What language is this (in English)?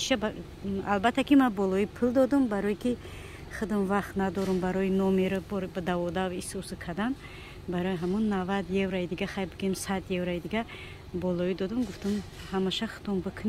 Tajik